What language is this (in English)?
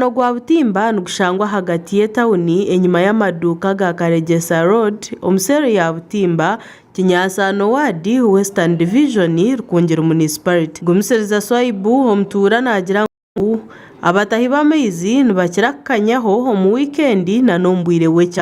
Nyankole